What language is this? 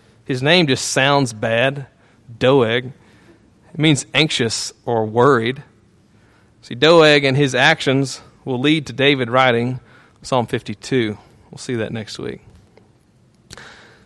English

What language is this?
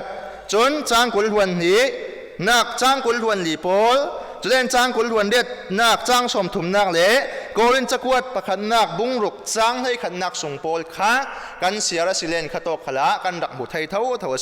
Falam Chin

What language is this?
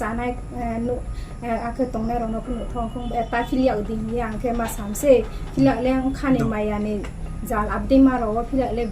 Riang (India)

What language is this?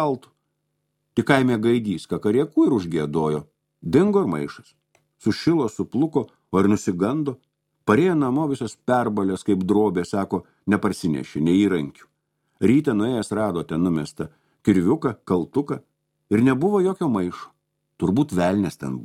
Lithuanian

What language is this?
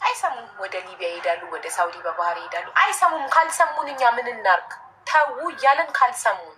Amharic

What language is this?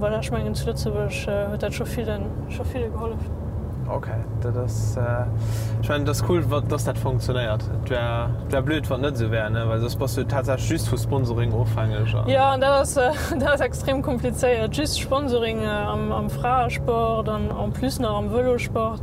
Luxembourgish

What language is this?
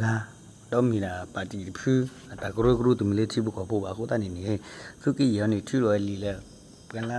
S'gaw Karen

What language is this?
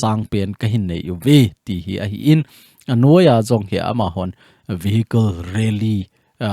Thado Chin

